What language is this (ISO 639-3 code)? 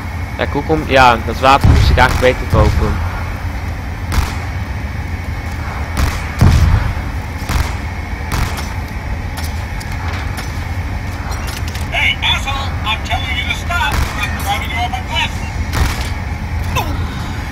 nld